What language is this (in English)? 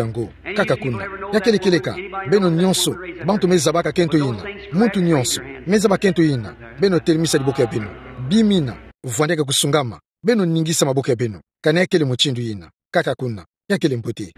Kituba (Democratic Republic of Congo)